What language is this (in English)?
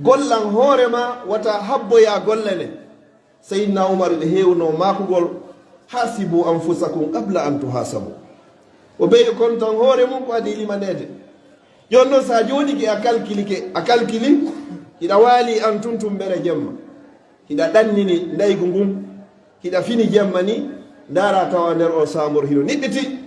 Fula